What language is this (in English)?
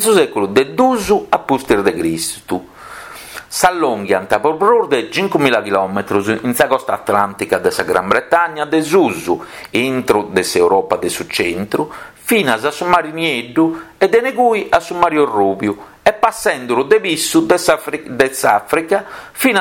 Sardinian